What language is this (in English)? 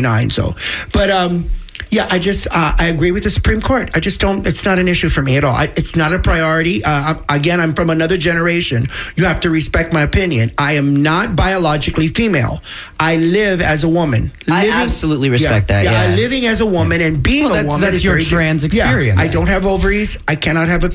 English